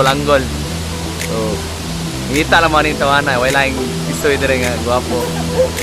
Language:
Cebuano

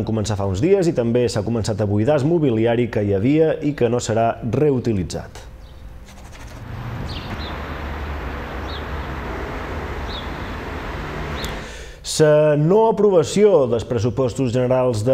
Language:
Catalan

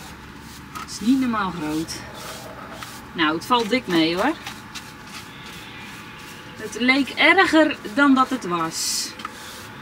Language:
Dutch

